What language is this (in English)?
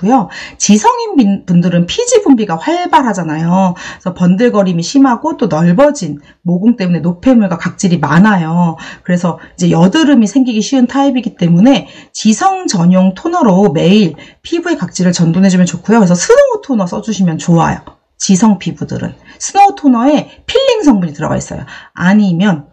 Korean